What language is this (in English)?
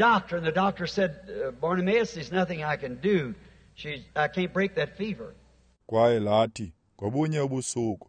Xhosa